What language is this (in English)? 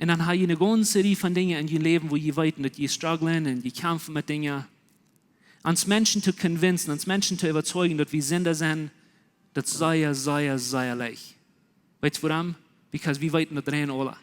Plautdietsch